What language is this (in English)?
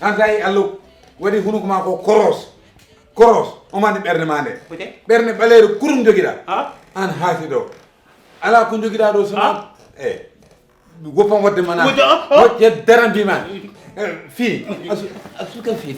Fula